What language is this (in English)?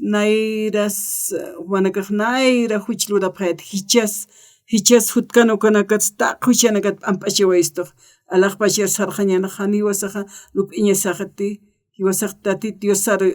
Aymara